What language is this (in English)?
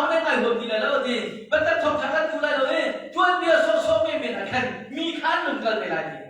Hakha Chin